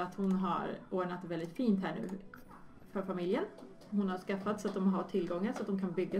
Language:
Swedish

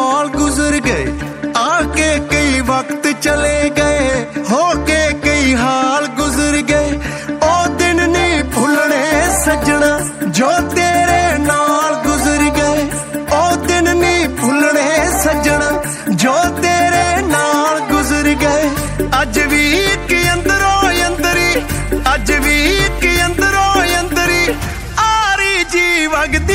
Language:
Punjabi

